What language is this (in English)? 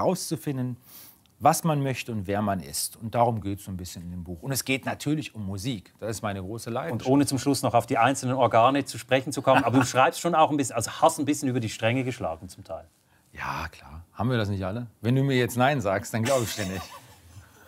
German